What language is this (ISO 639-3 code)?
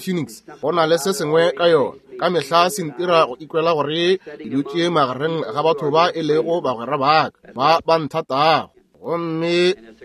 nso